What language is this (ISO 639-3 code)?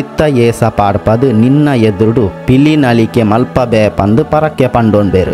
tcy